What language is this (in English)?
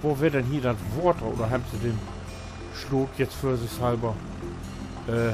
Low German